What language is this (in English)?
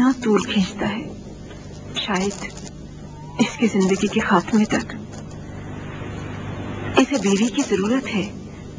Urdu